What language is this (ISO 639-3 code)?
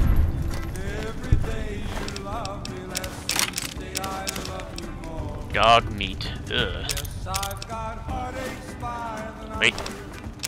eng